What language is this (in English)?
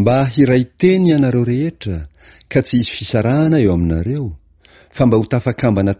Malagasy